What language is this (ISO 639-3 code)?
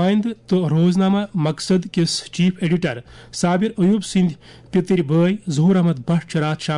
kas